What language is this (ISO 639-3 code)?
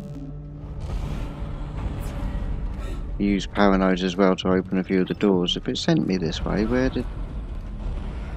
eng